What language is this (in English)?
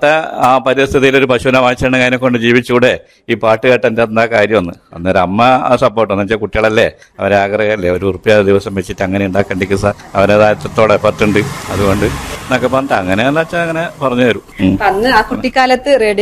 Malayalam